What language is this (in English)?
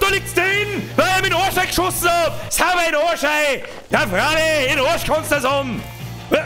Bavarian